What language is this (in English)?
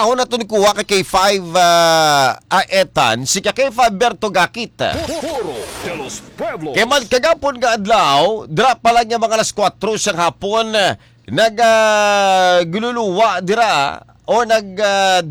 Hiligaynon